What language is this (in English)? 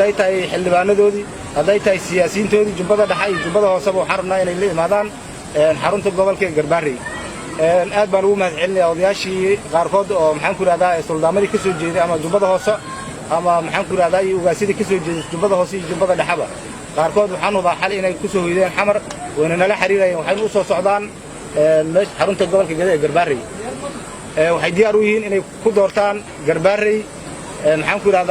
Somali